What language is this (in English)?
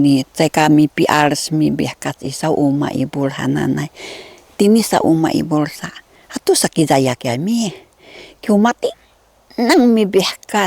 Sakizaya